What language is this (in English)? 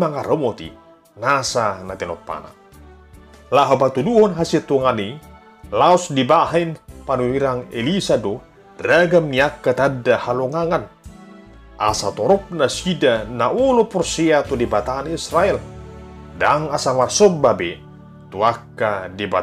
Batak Toba